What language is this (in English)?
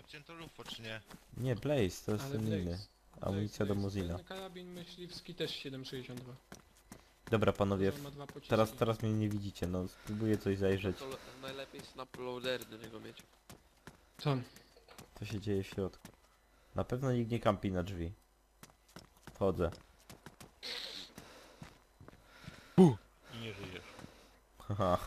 Polish